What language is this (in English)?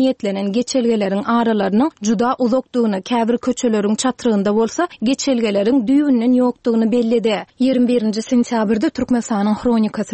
Turkmen